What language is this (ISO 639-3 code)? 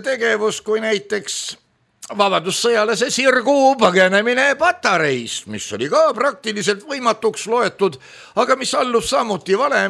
est